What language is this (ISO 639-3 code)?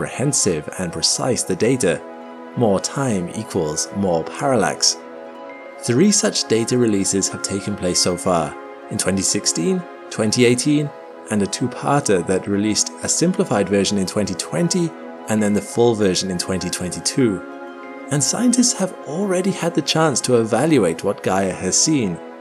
eng